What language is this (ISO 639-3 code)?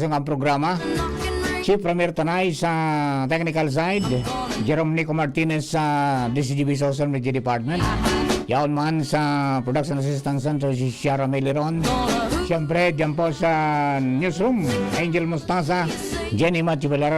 bik